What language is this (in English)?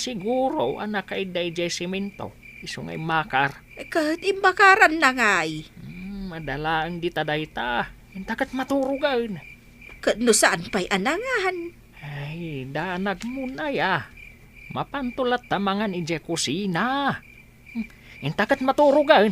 Iloko